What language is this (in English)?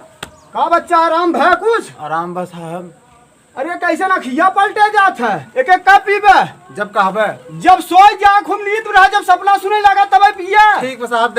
Awadhi